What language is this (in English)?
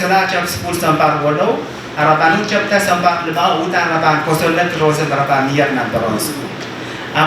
Pohnpeian